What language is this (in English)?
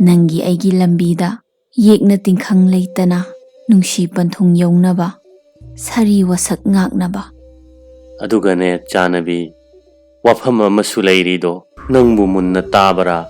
Manipuri